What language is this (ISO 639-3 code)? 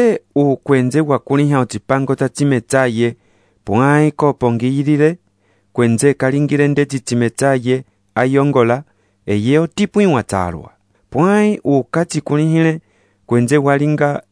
umb